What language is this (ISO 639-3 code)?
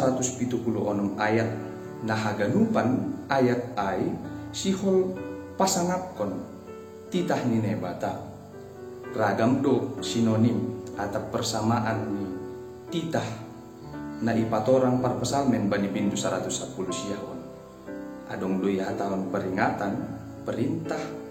bts